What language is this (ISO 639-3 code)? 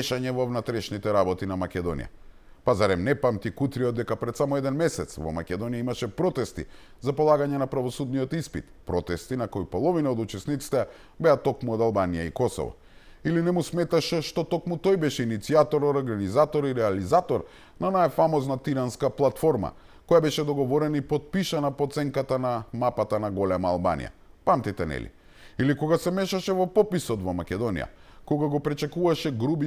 mkd